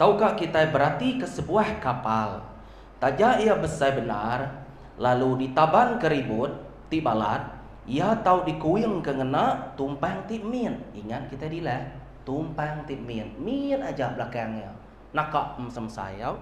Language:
Iban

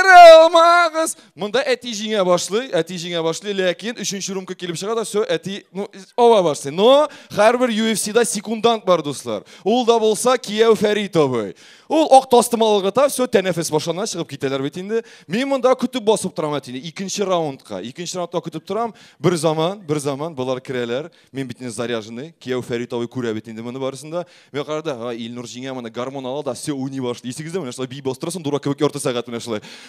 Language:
Tatar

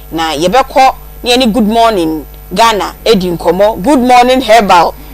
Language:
Akan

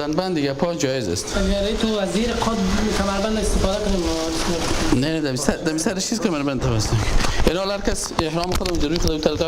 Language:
Persian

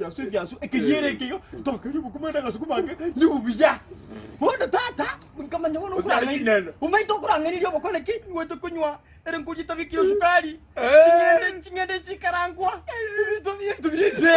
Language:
Gusii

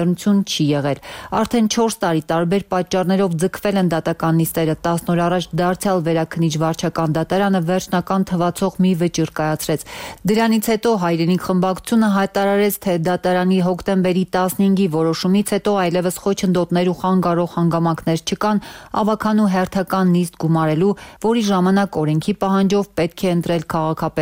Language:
Armenian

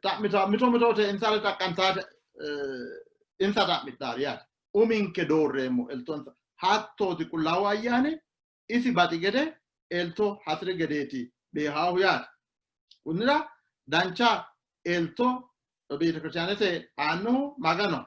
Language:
Sidamo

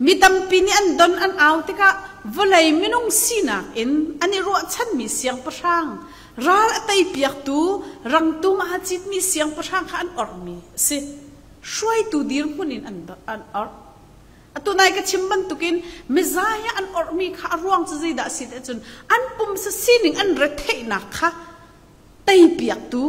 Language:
Hakha Chin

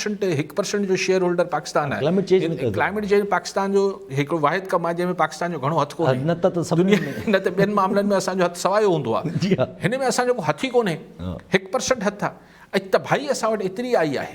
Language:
Sindhi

